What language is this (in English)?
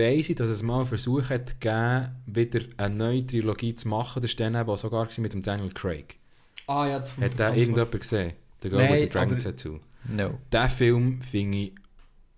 Swiss German